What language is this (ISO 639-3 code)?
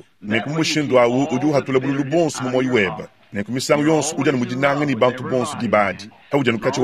lua